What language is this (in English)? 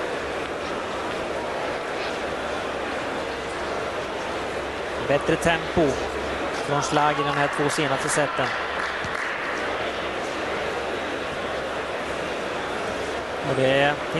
Swedish